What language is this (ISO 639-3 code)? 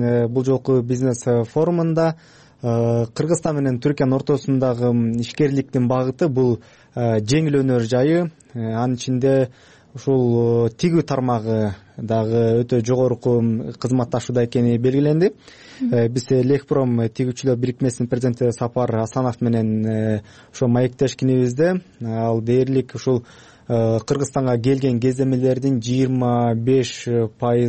kir